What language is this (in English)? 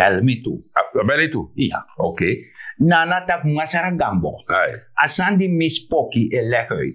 Sranan Tongo